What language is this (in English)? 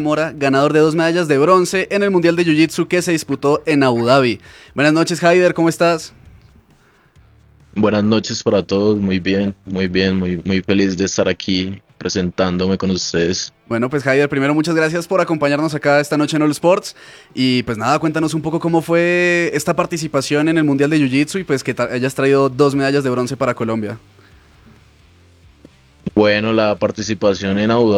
Spanish